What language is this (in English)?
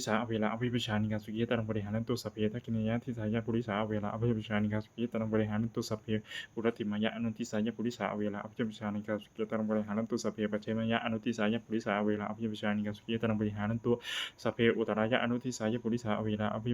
Pali